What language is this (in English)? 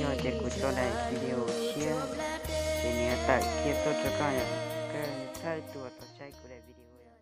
Hmong